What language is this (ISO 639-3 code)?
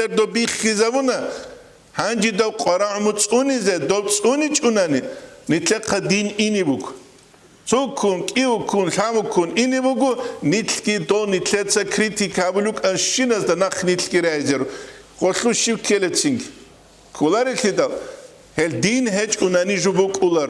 ava